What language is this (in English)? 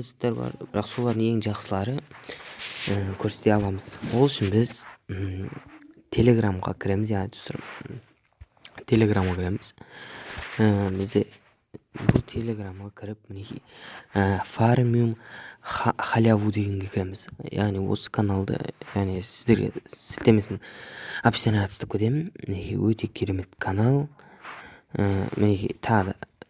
Kazakh